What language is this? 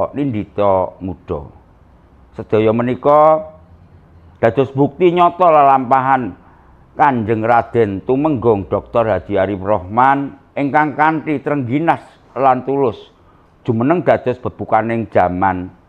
Javanese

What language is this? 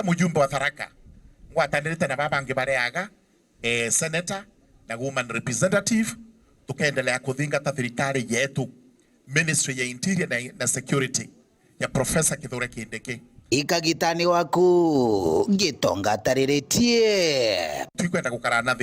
Meru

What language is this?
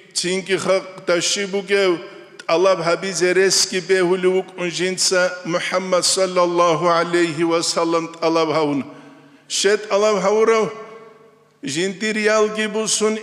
Avaric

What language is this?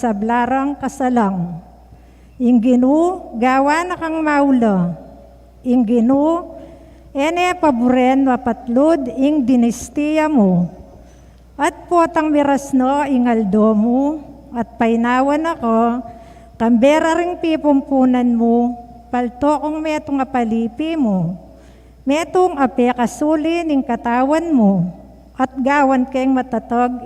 Pampanga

